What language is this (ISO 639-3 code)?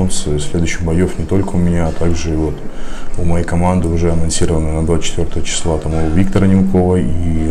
rus